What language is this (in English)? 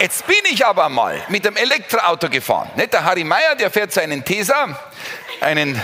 Bavarian